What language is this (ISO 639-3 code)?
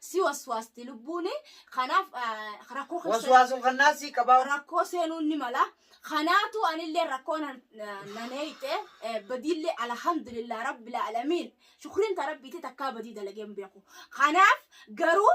orm